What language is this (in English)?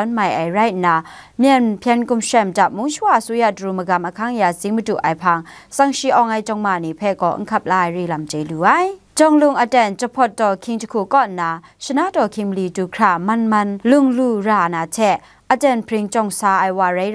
Kachin